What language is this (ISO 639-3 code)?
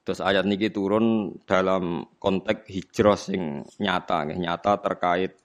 jav